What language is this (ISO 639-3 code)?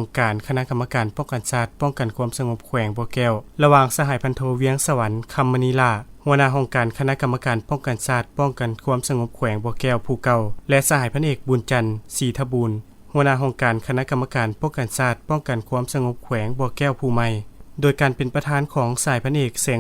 lao